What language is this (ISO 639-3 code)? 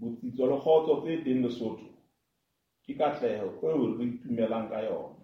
sot